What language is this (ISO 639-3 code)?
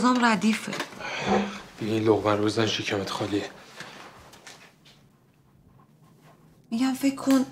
fas